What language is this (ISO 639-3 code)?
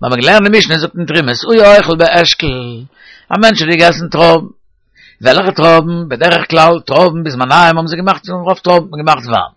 yid